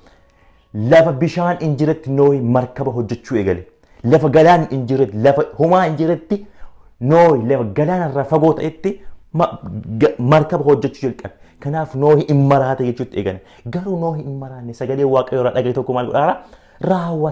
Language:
Oromo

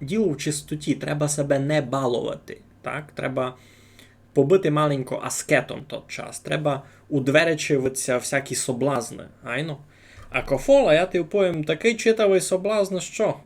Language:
Rusyn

